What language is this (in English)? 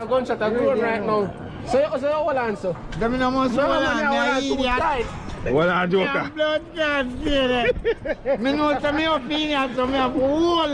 Jamaican Creole English